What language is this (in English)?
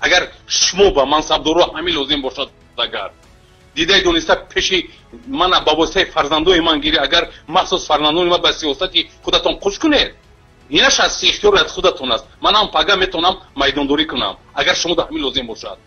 Tajik